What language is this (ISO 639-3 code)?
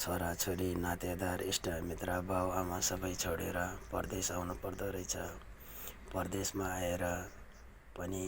nep